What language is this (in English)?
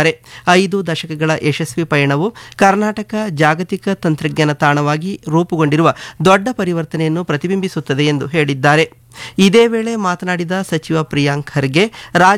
Kannada